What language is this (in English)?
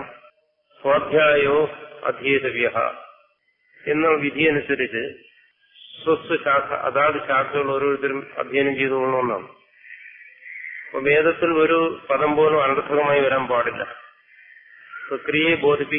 Malayalam